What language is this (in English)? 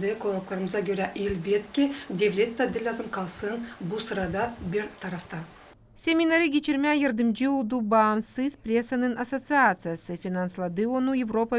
Gagauz